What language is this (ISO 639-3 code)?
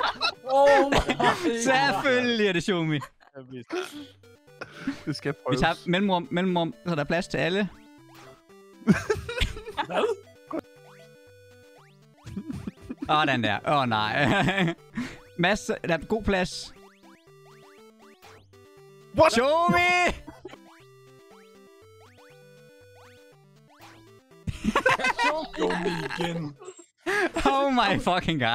dan